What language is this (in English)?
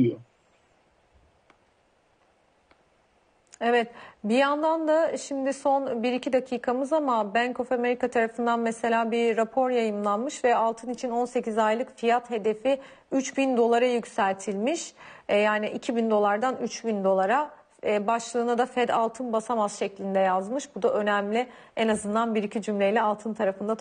Turkish